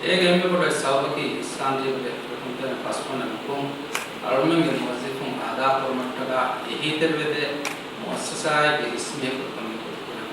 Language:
Divehi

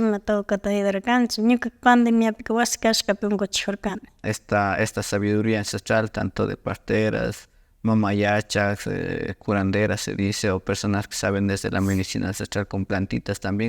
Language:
Imbabura Highland Quichua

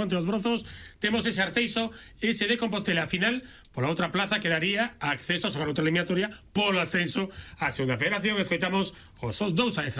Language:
Galician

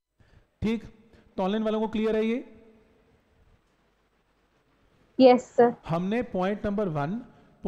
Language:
Hindi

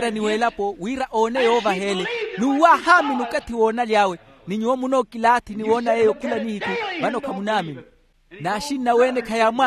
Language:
Makhuwa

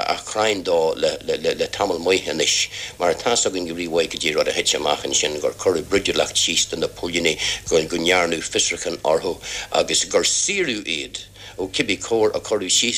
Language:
Irish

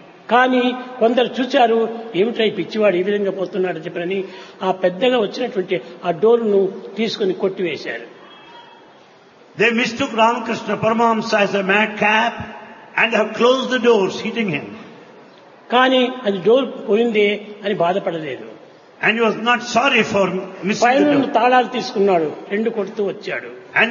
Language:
Telugu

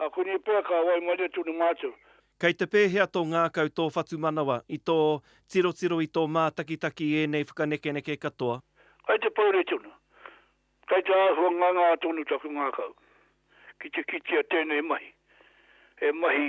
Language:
Māori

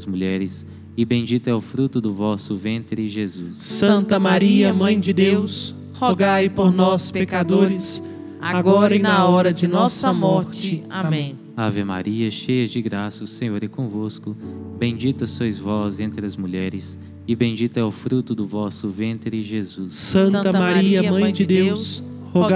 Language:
Portuguese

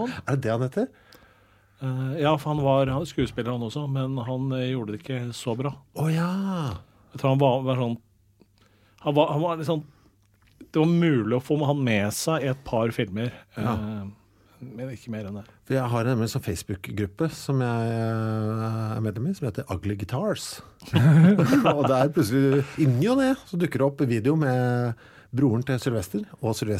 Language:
Norwegian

